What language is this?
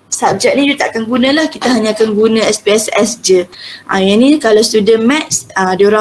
Malay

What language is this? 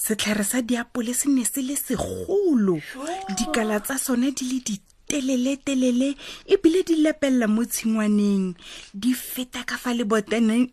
Tswana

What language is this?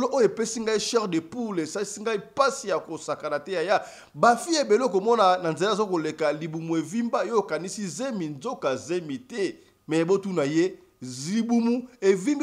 Lingala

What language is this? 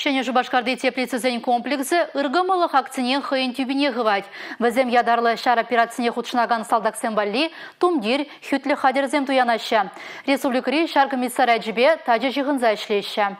Chuvash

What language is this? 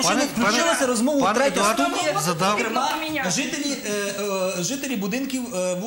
Ukrainian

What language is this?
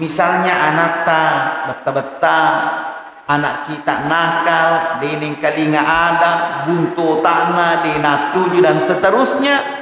Buginese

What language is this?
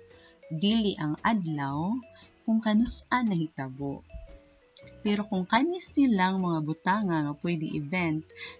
Cebuano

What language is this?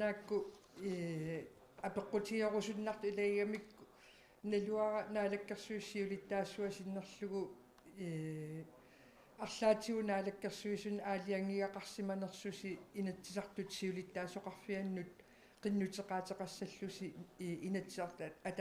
Kalaallisut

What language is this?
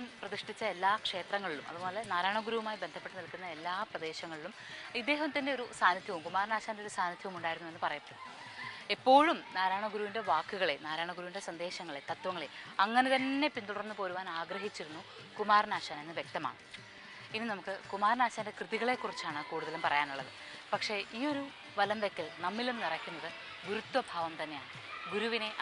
Malayalam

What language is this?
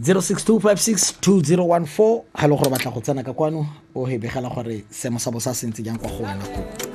Tswana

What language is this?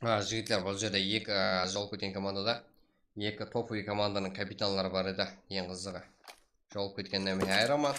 Kara-Kalpak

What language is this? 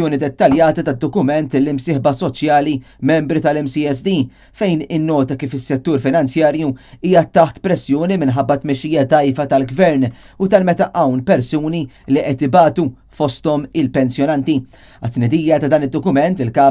Maltese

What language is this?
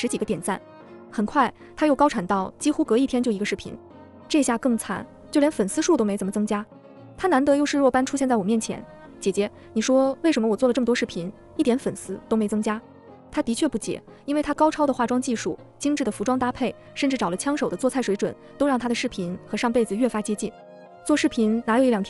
Chinese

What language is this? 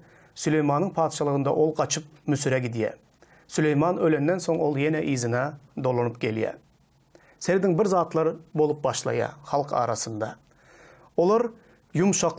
Turkmen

